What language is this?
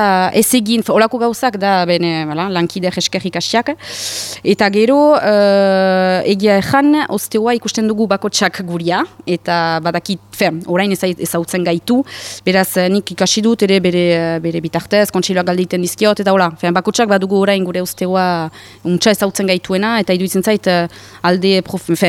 Basque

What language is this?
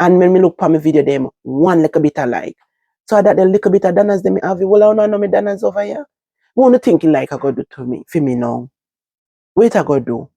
Jamaican Creole English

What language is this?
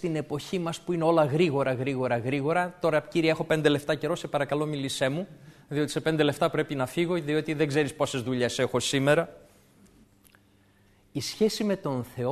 Greek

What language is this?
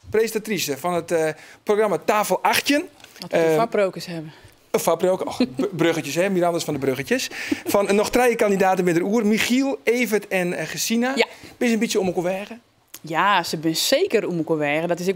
Western Frisian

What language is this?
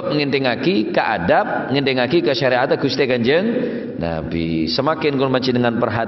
Madurese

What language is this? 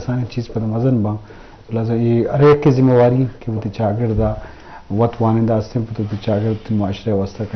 Eastern Balochi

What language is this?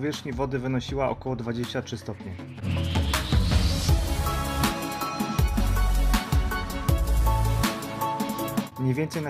Polish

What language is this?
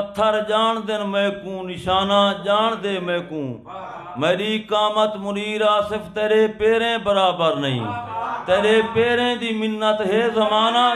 Saraiki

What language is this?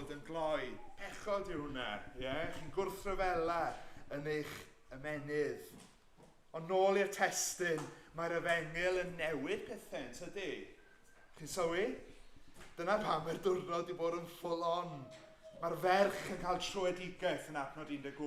Welsh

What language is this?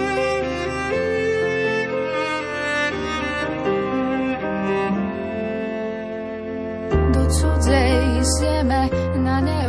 Slovak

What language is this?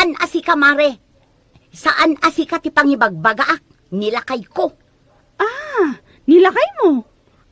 Iloko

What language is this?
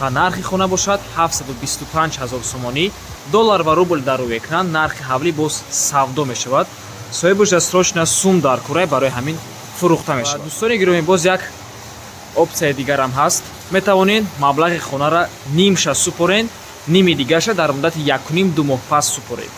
Tajik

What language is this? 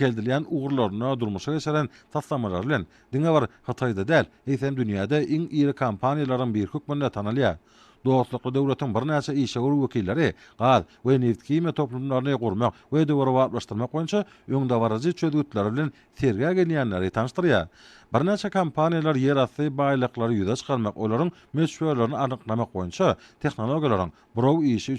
Turkmen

